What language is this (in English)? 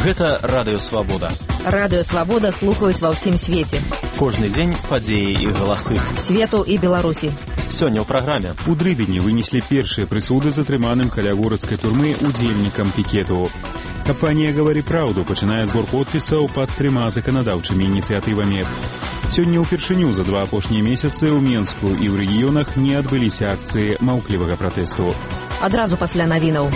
Belarusian